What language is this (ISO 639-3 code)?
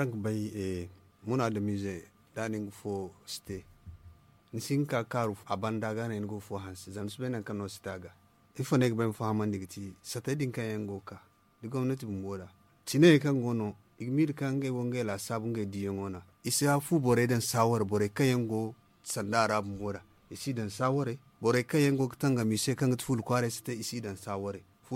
dje